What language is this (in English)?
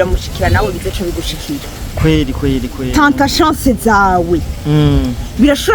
Rundi